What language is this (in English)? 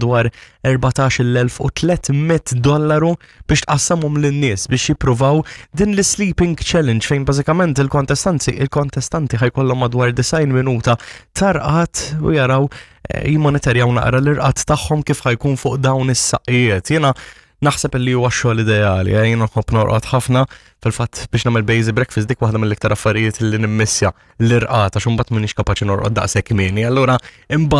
Maltese